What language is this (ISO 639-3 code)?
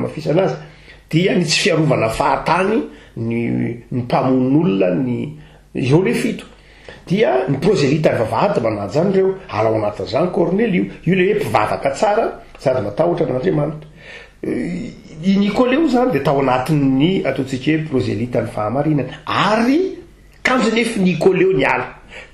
mlg